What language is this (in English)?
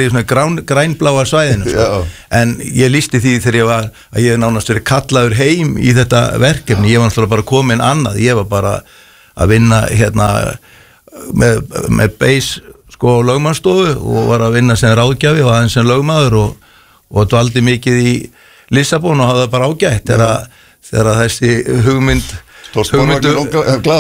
Icelandic